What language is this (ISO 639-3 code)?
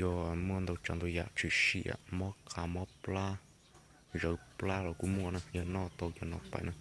hmn